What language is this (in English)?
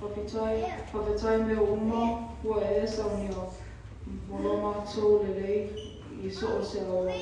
Samoan